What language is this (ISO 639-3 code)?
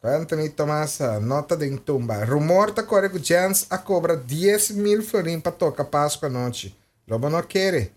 pap